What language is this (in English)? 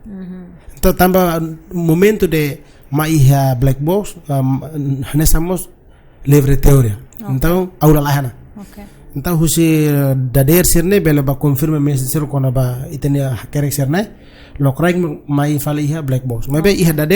Tetum